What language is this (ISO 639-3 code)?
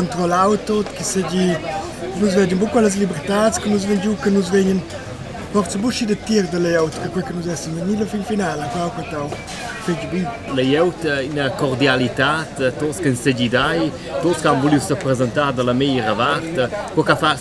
roh